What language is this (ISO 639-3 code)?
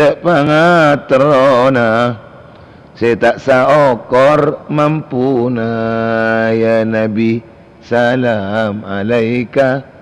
mad